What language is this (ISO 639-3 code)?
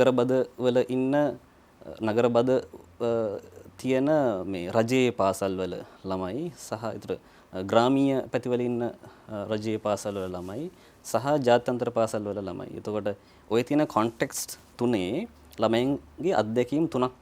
sin